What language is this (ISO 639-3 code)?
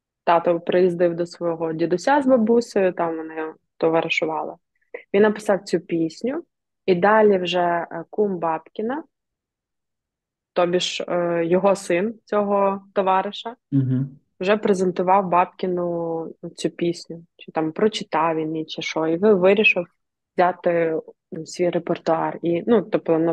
ukr